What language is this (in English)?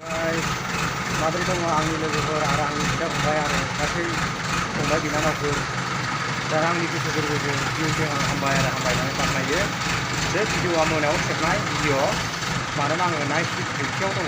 Bodo